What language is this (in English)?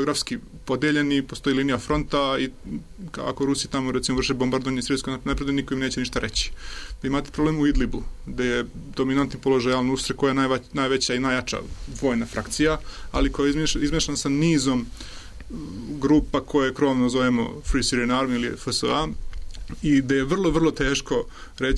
Serbian